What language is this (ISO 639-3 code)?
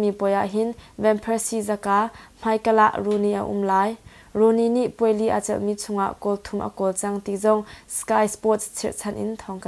cnh